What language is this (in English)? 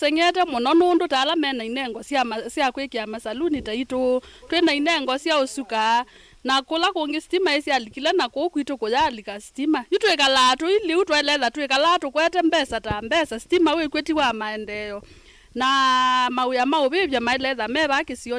Kamba